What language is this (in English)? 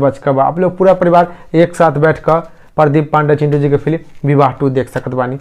Bhojpuri